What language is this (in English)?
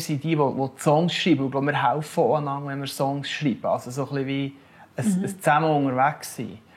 Swiss German